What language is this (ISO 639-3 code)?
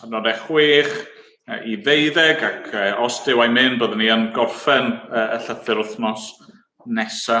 cym